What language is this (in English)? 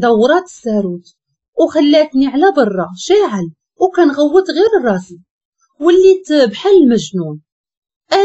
Moroccan Arabic